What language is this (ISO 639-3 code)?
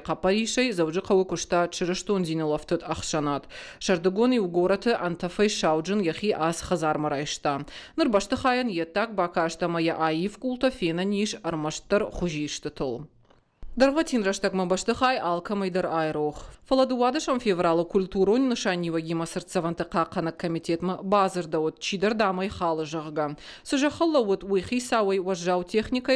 oss